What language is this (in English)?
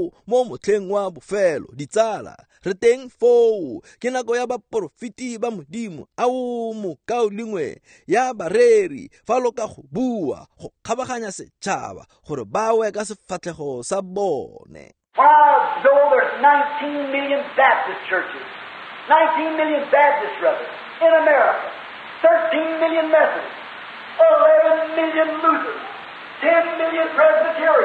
Tswana